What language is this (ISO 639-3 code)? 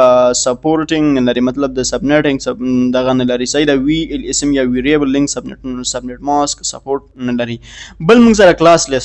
pus